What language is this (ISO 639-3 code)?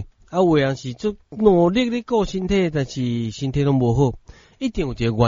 nan